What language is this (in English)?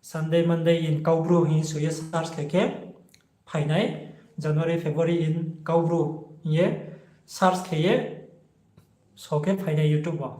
Riang (India)